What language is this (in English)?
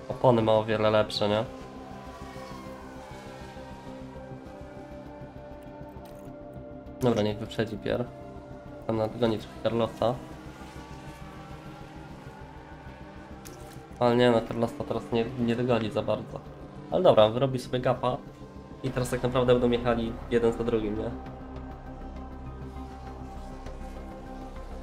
Polish